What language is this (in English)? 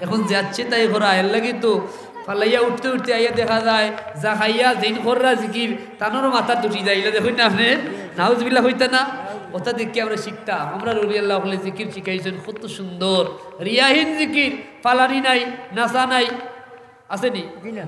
Sylheti